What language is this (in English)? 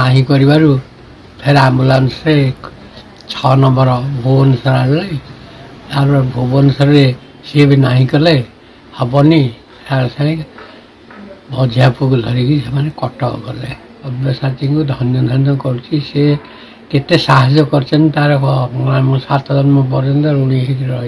Odia